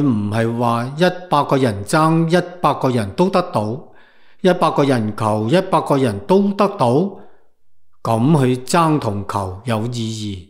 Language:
Cantonese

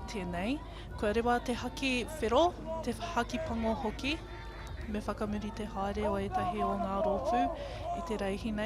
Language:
Māori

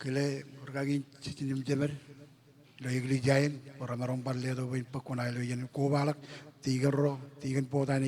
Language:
Marshallese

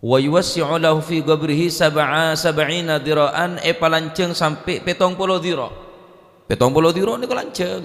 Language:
Madurese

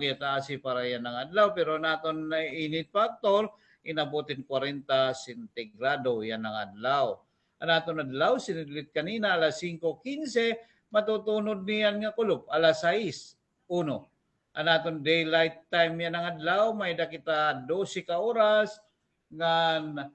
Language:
Waray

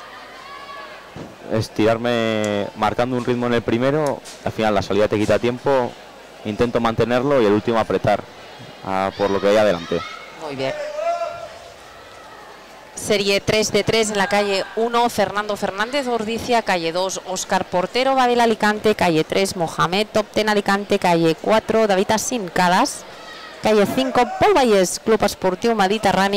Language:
Spanish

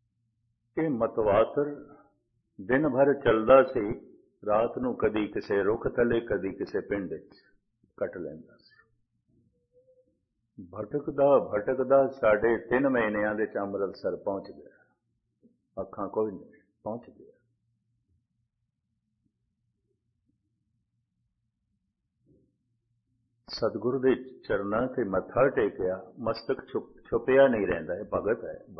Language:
Punjabi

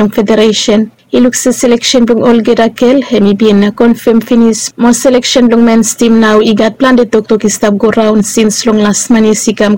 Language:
Bislama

